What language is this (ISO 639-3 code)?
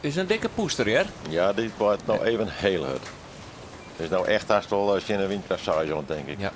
fry